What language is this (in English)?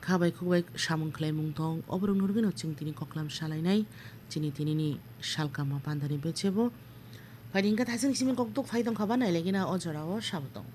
Kok Borok